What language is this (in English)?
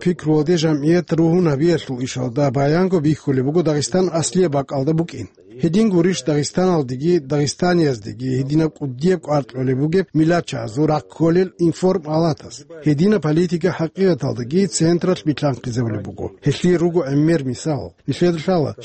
Avaric